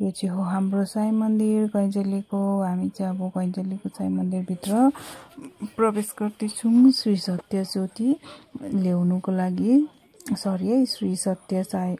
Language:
Nepali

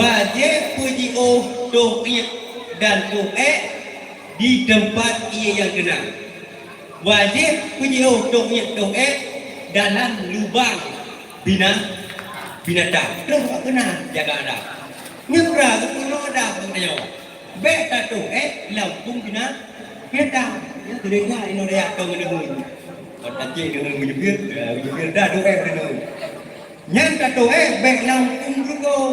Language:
Achinese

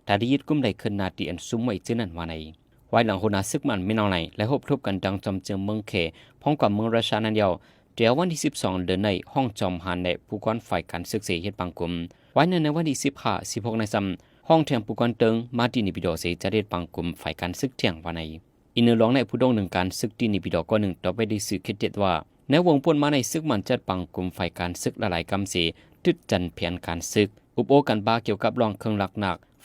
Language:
Shan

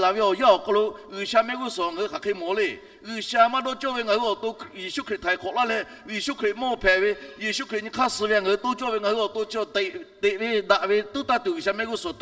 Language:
Lahu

